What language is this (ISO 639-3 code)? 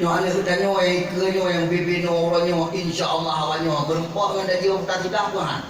ace